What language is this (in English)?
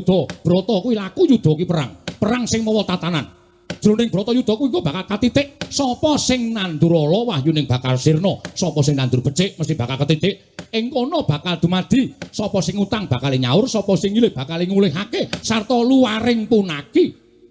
Javanese